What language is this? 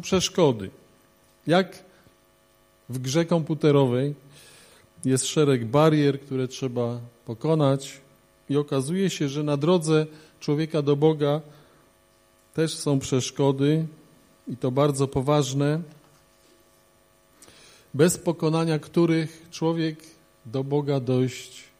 Polish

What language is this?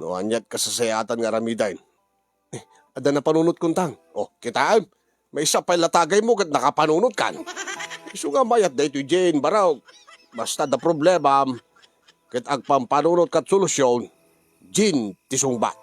Iloko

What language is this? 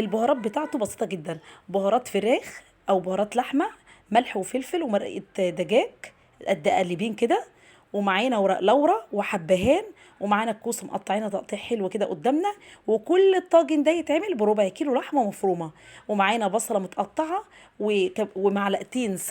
Egyptian Arabic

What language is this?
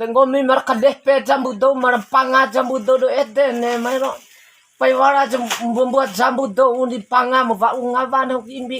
Bima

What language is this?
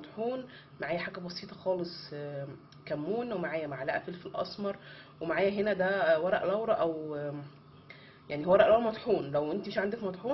Egyptian Arabic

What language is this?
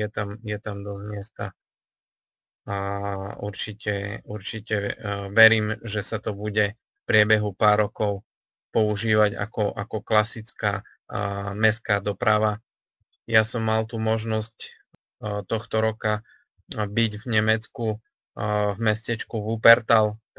Slovak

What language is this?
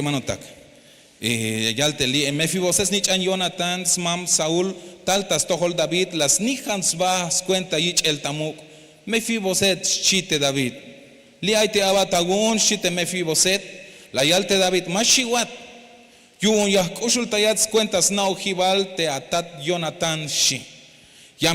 Tzeltal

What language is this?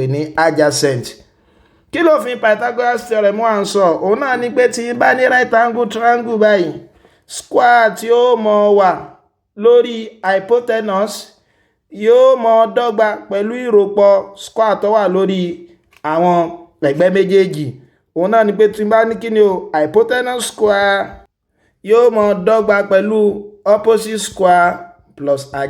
Yoruba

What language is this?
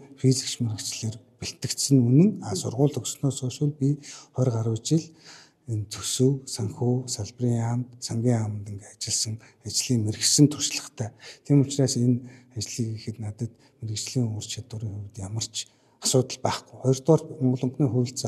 Mongolian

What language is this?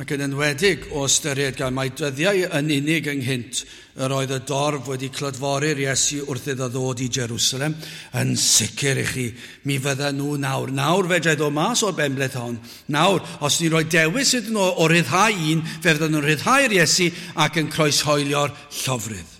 Welsh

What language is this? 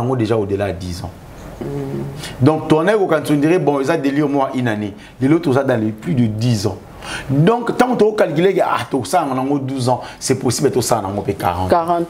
Lingala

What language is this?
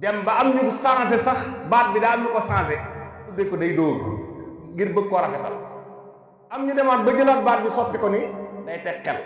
Wolof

